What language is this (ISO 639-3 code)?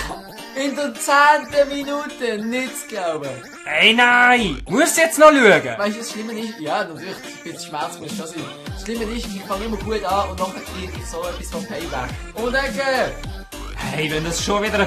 gsw